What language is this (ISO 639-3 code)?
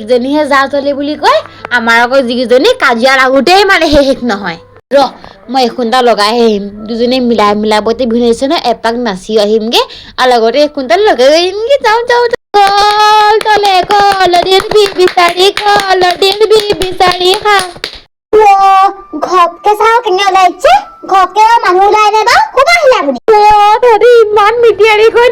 asm